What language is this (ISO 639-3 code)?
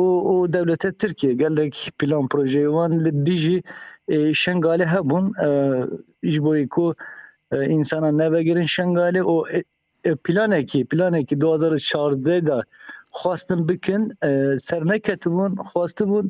kur